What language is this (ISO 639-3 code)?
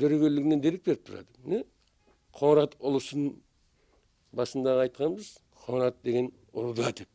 kaa